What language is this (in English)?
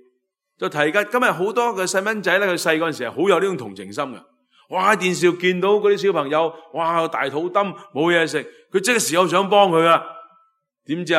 Cantonese